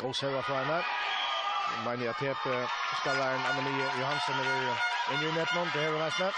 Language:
Faroese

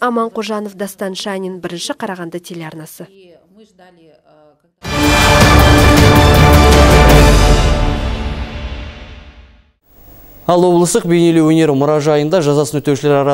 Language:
Kazakh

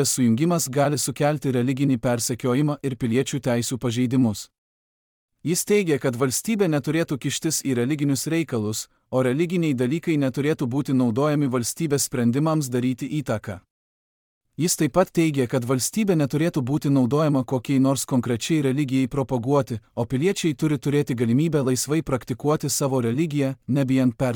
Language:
Lithuanian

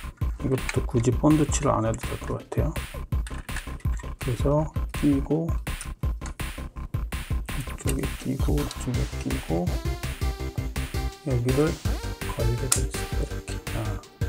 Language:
Korean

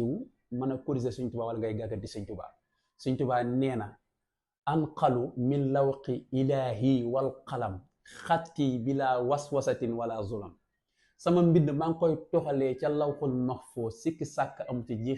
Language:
Wolof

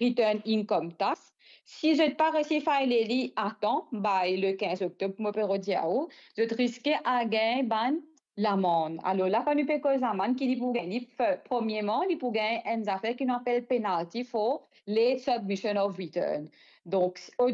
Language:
Morisyen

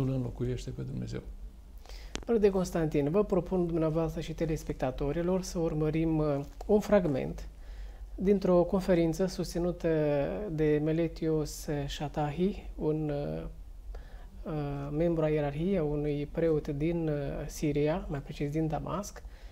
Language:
Romanian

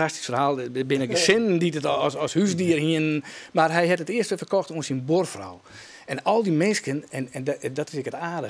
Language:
Western Frisian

